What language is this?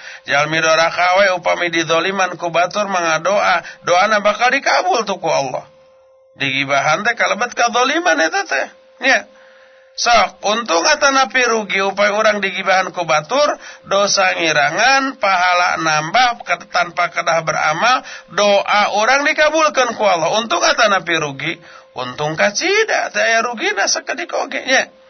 Sundanese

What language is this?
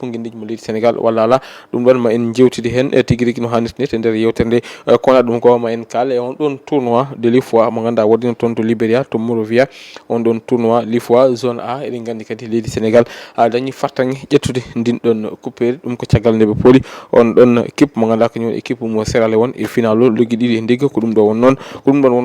Fula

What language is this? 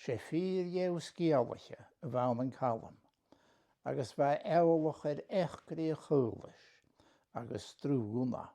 Scottish Gaelic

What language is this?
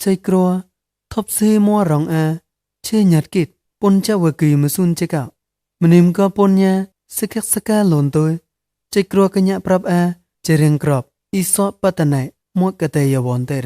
Mon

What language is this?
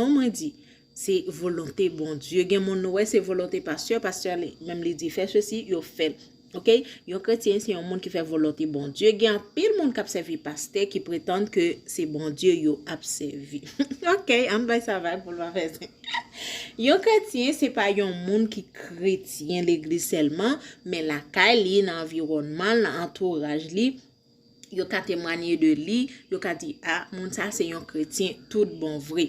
Haitian Creole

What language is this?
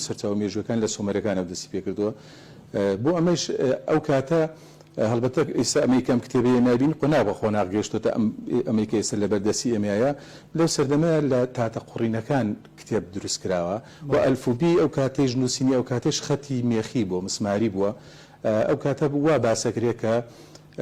Central Kurdish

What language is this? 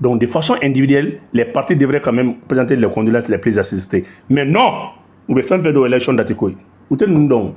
Bambara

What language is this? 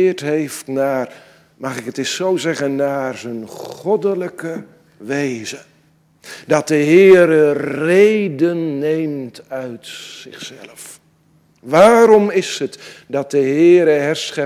Dutch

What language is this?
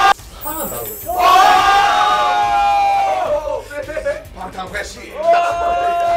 Korean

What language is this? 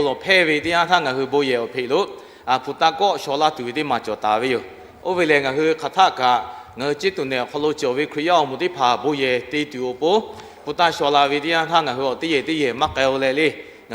Lahu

